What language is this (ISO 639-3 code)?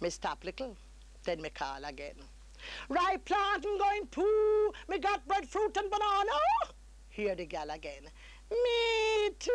jam